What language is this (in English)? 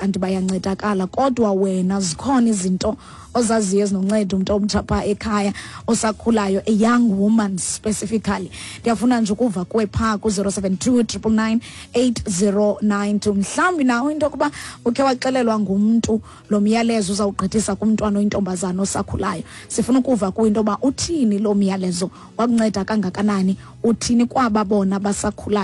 Xhosa